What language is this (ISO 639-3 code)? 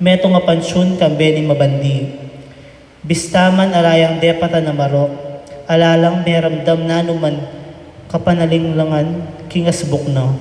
pam